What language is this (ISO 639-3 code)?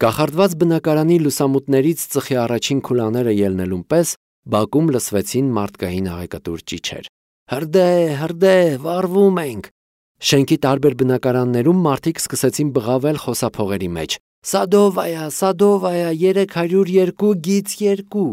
hye